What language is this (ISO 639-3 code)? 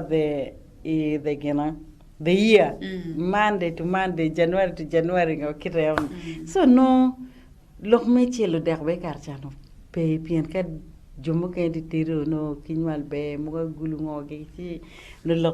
ach